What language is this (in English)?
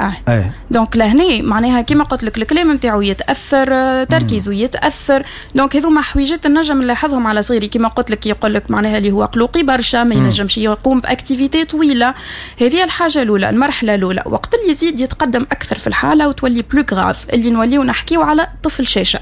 Tunisian Arabic